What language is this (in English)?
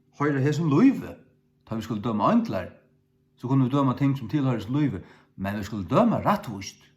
Faroese